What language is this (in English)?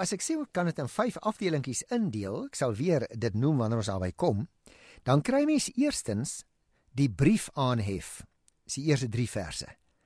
Afrikaans